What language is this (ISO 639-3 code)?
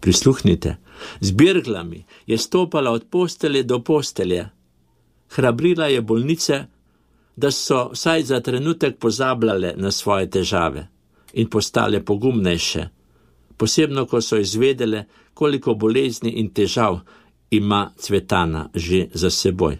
slv